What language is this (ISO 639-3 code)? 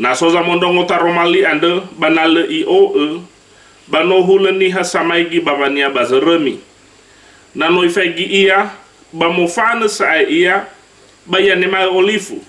nia